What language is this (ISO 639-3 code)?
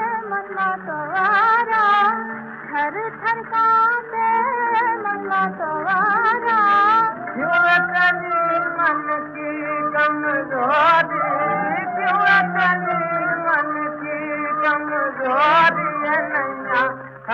hin